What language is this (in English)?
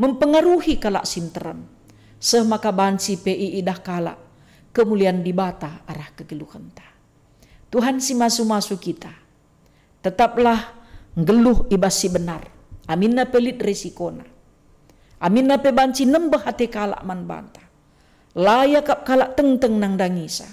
Batak Karo